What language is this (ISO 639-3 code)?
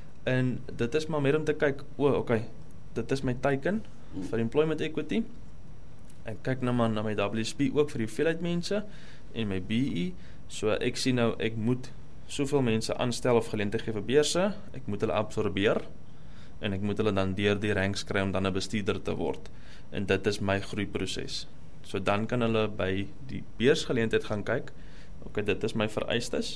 afr